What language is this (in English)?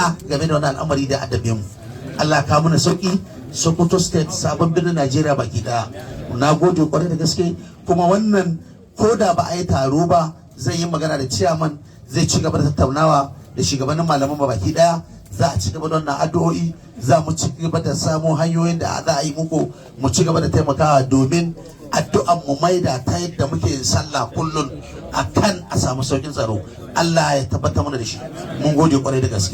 Hausa